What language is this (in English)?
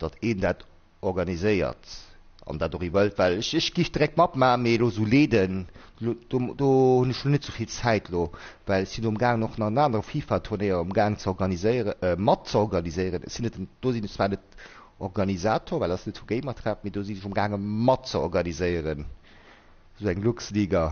Luxembourgish